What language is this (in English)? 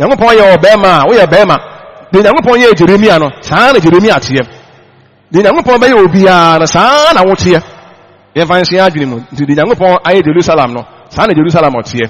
Akan